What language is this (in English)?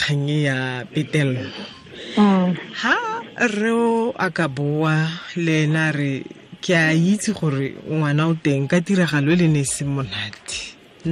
Tswana